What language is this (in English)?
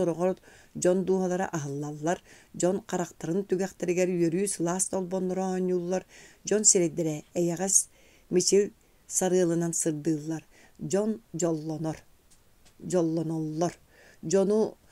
Yakut